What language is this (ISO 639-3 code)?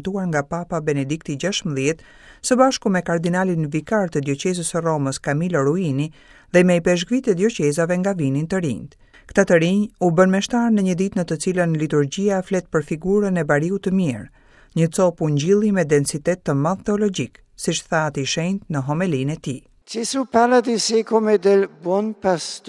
sqi